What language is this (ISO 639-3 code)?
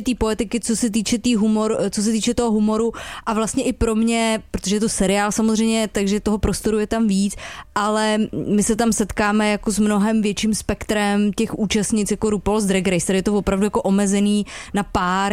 ces